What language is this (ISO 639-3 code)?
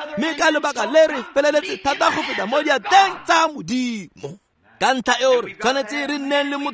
tsn